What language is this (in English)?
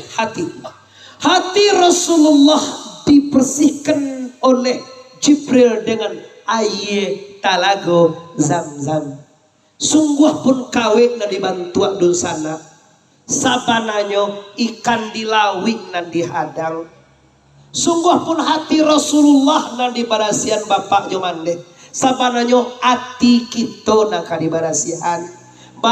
Minangkabau